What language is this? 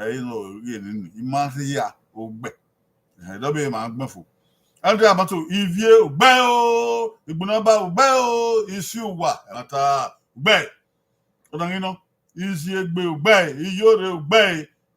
Bini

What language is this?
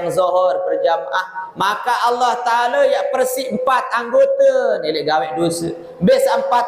Sasak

